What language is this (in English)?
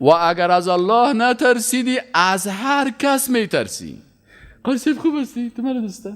Persian